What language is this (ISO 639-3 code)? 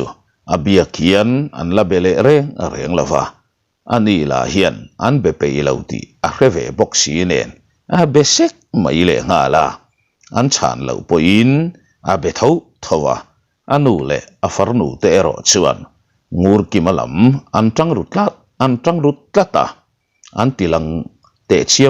lus